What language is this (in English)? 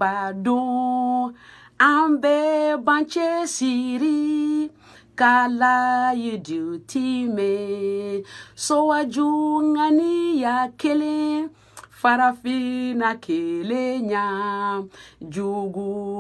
Bambara